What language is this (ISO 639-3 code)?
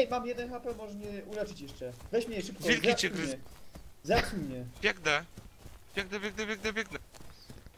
pol